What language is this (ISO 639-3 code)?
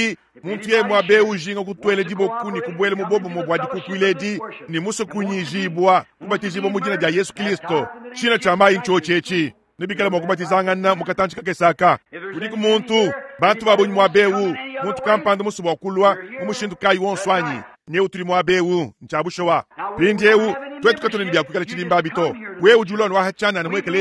lua